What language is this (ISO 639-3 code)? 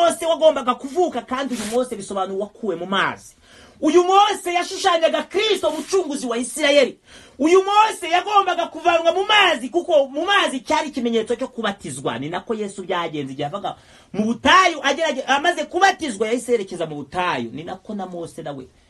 kin